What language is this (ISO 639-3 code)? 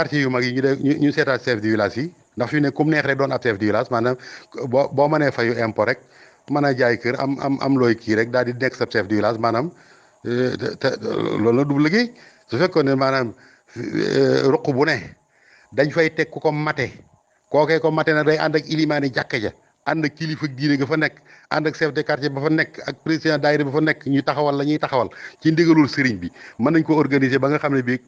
wol